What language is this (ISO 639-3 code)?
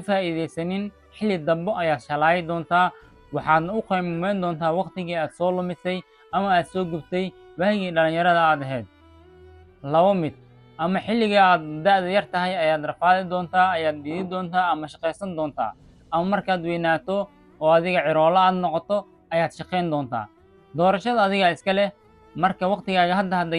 som